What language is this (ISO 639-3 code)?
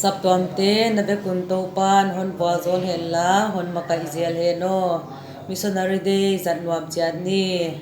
pck